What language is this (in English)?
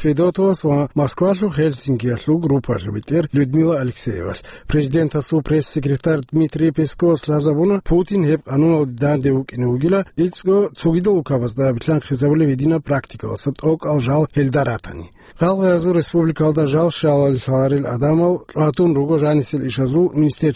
Avaric